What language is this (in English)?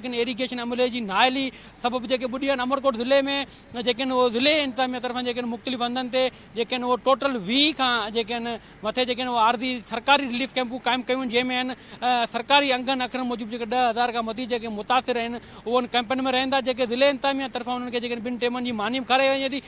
Sindhi